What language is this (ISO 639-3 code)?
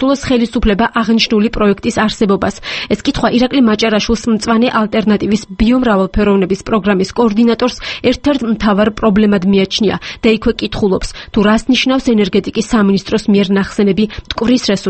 kat